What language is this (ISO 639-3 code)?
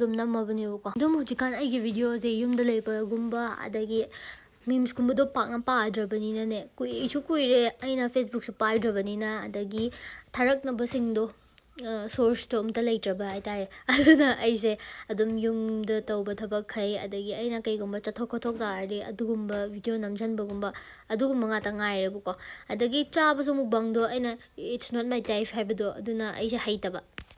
mni